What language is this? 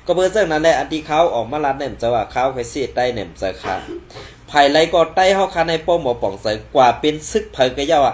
Shan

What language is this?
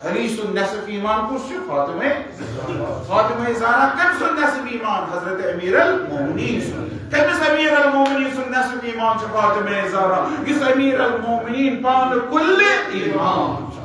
Kashmiri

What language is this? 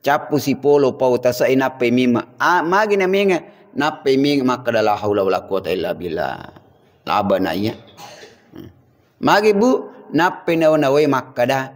Buginese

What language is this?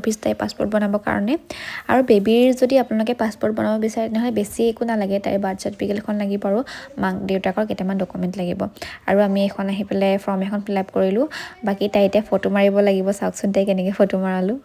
Assamese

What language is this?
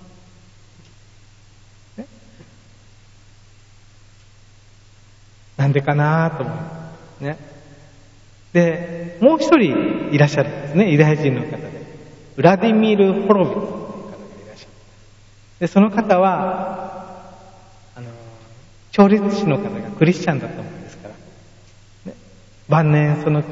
Japanese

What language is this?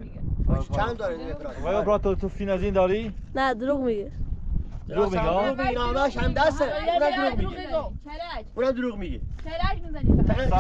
Persian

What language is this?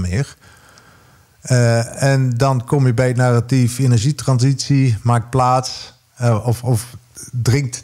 Dutch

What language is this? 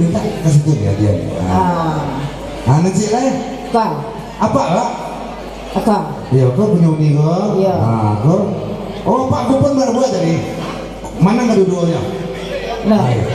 Minangkabau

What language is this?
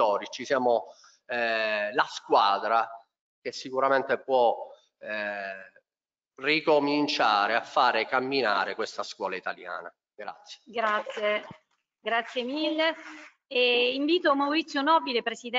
Italian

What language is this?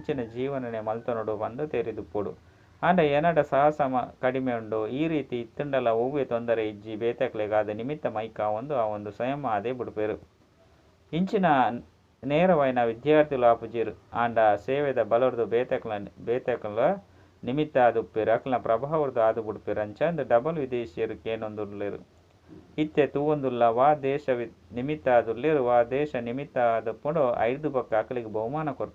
Tulu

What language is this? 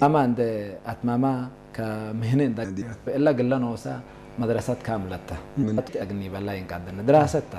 Tigre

